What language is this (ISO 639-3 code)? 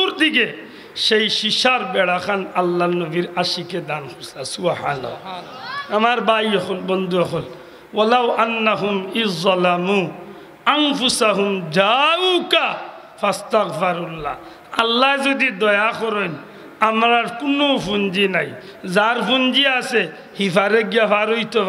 syl